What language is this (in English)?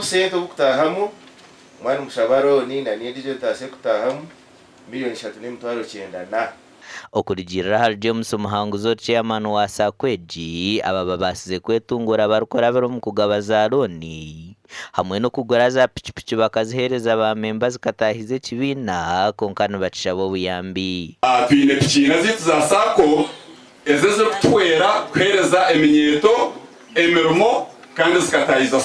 Nyankole